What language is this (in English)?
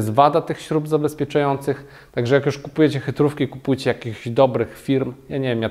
Polish